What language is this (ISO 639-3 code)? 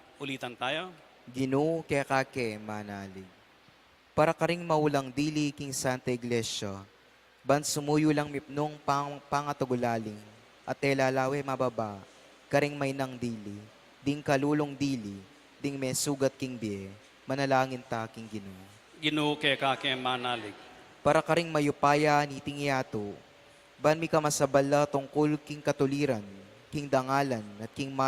pam